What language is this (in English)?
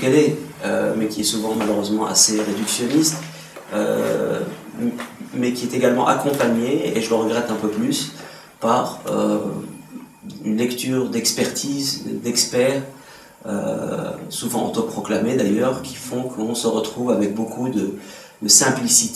French